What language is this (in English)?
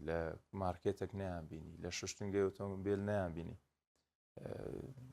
Central Kurdish